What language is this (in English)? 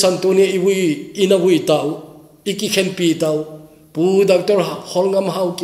Thado Chin